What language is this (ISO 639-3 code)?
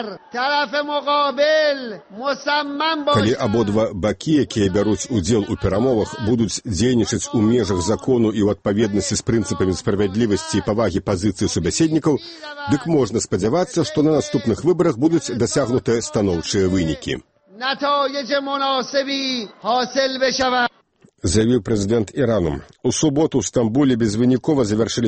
bel